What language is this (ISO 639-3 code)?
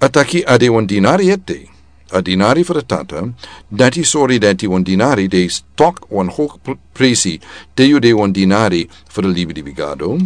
srn